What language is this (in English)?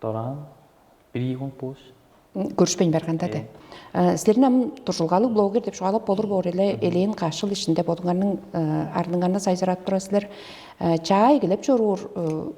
Tuvinian